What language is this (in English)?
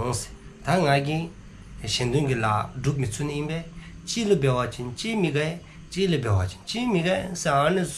Dzongkha